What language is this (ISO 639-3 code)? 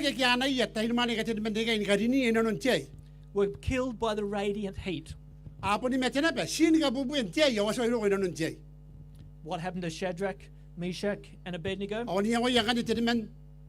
gil